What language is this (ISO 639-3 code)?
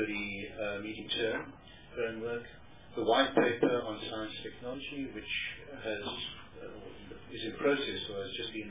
eng